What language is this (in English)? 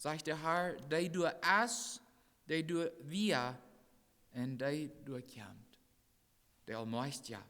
Plautdietsch